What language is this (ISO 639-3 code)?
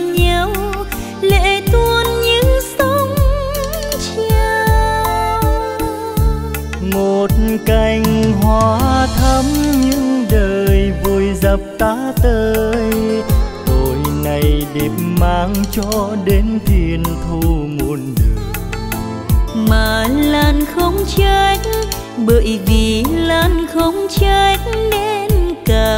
vie